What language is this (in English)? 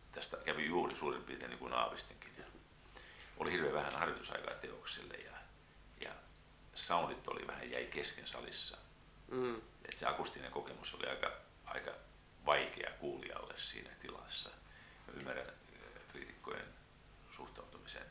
Finnish